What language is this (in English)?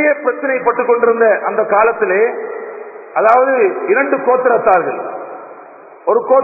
Tamil